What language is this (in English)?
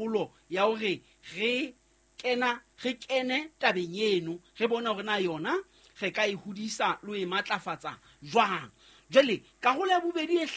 Southern Sotho